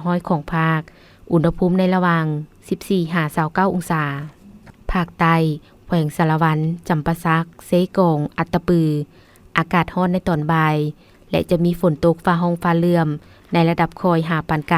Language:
Lao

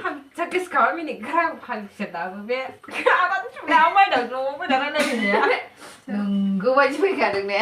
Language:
Bodo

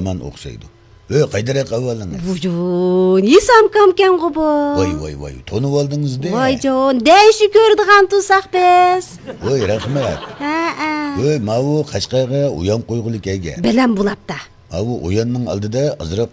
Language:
Uyghur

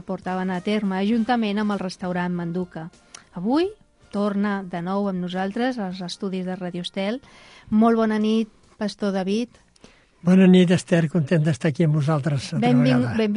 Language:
Catalan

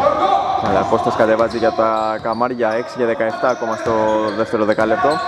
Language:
Greek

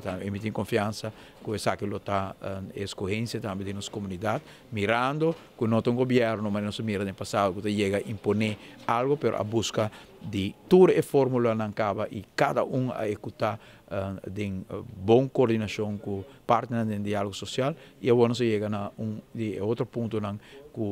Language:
Papiamento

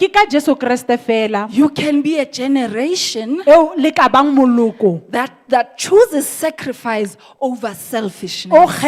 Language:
Southern Sotho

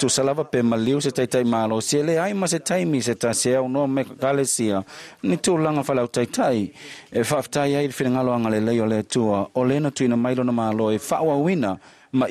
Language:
Samoan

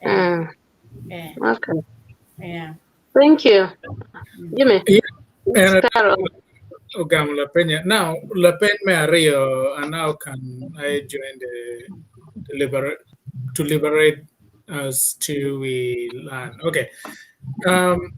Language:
Acoli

